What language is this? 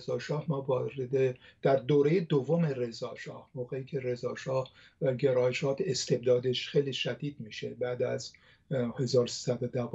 Persian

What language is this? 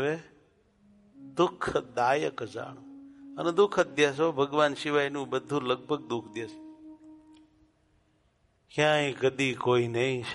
Gujarati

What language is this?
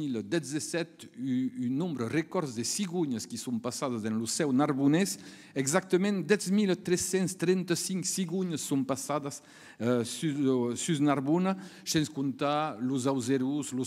Occitan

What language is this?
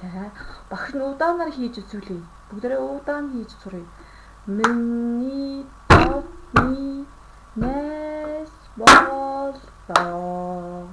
Mongolian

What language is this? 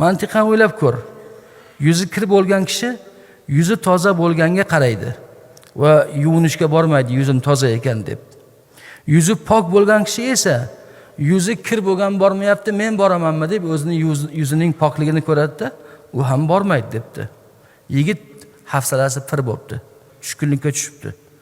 Uzbek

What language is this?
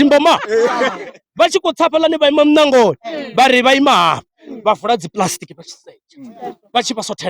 Venda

